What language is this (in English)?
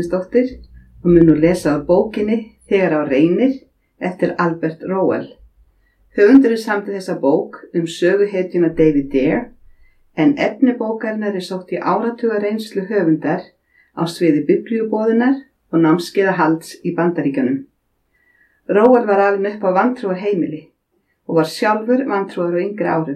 Icelandic